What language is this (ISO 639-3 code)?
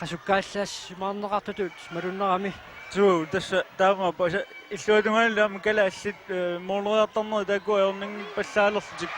kal